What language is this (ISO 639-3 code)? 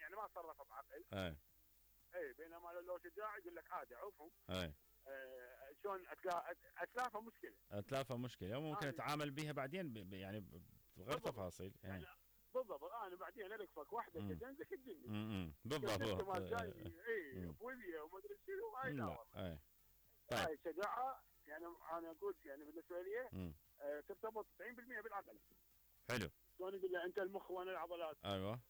acm